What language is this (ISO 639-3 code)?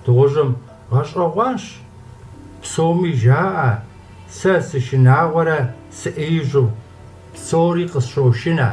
kbd